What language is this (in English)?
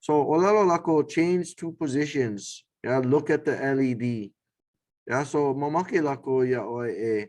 Hawaiian